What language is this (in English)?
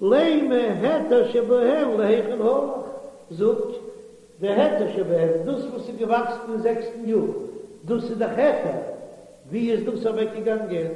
Yiddish